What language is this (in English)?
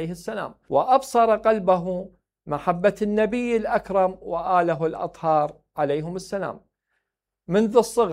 Mesopotamian Arabic